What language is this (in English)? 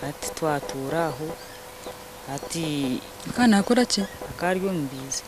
Nyankole